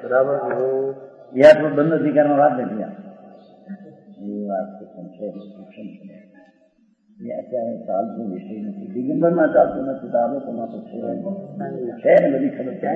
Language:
Gujarati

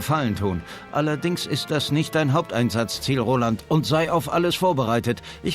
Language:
Bavarian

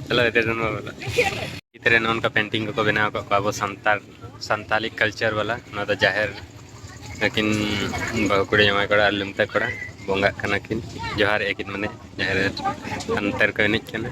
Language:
Santali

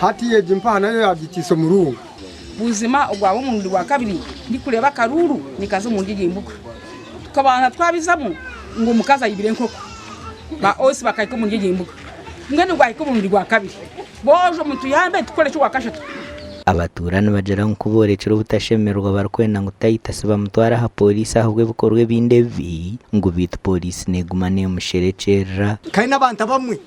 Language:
Nyankole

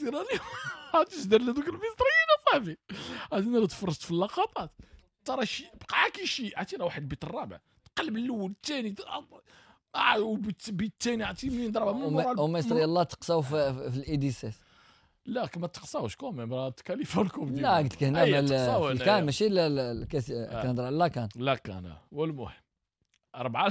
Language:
Moroccan Arabic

